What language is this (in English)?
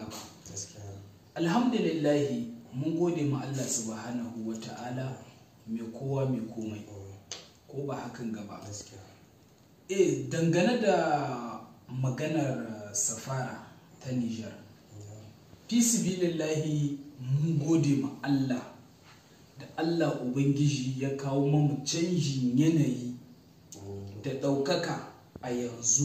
Hausa